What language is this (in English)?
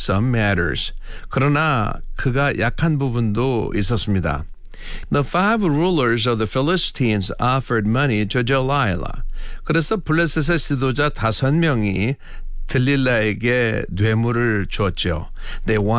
Korean